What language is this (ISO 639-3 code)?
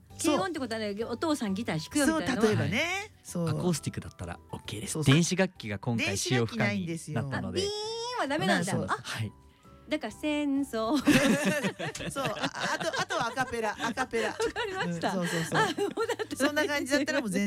jpn